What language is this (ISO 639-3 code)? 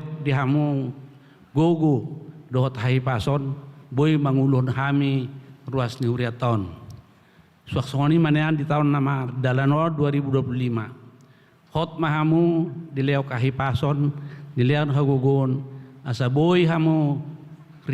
bbc